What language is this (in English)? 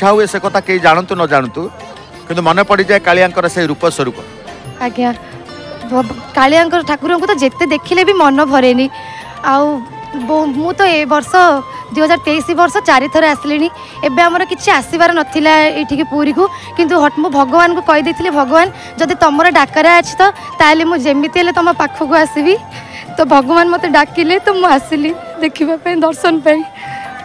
Odia